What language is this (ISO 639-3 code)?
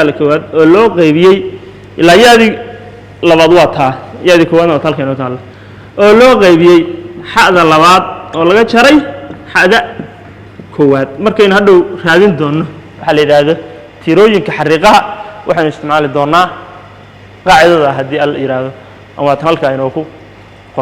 som